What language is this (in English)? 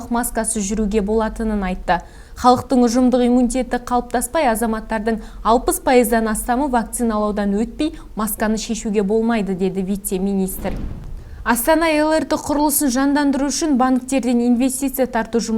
Kazakh